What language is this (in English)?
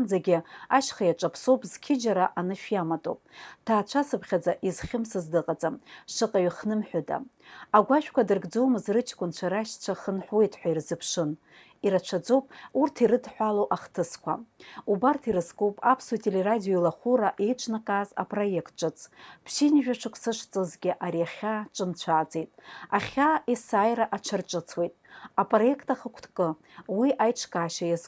Abkhazian